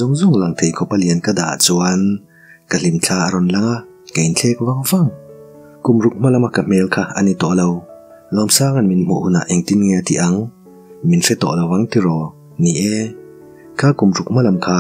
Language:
Mizo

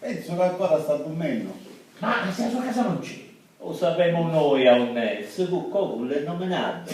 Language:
Sicilian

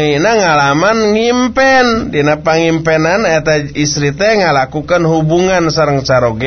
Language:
Sundanese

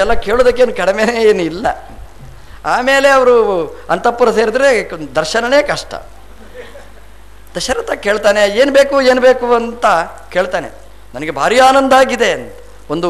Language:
Kannada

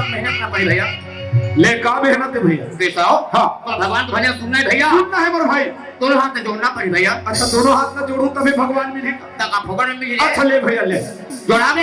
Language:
Chhattisgarhi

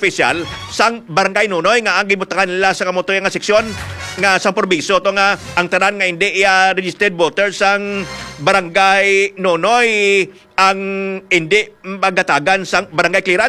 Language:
Hiligaynon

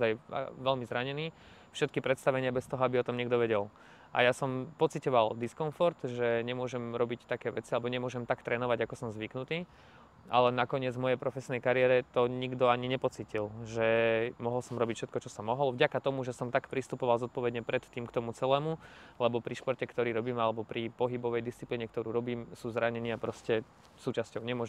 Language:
Slovak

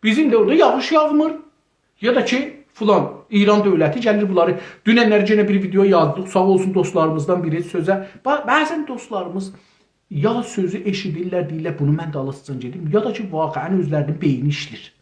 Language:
South Azerbaijani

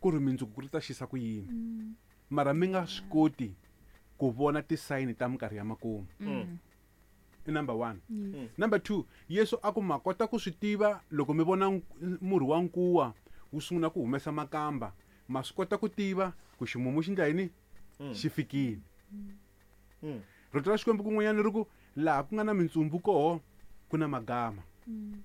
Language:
Tsonga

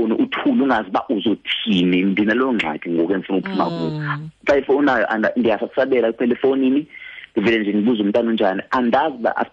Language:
Xhosa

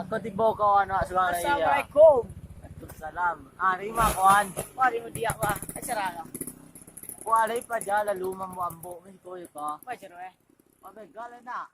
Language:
Minangkabau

